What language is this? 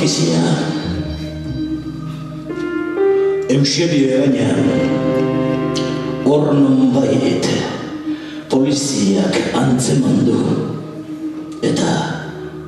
Basque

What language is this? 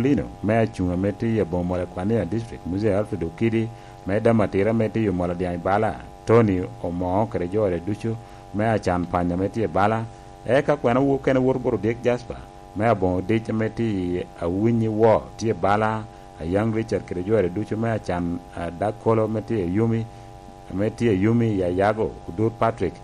Lango (Uganda)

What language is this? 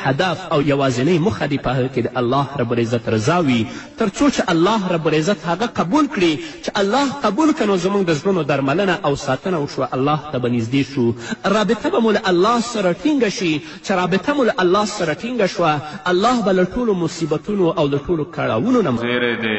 Pashto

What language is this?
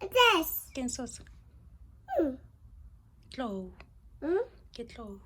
Tswana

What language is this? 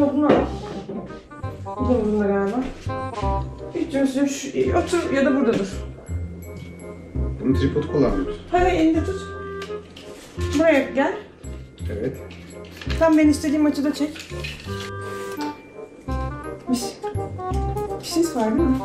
Turkish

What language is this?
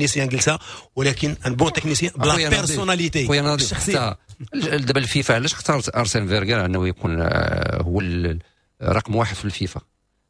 Moroccan Arabic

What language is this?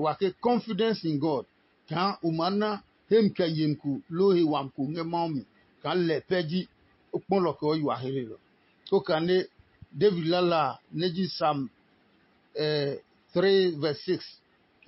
Adangme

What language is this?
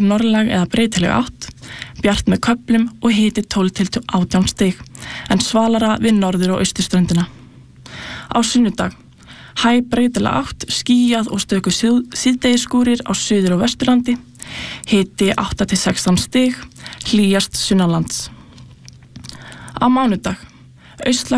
Icelandic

